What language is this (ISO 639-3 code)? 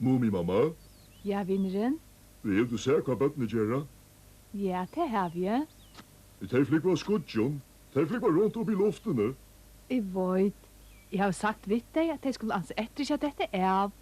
fao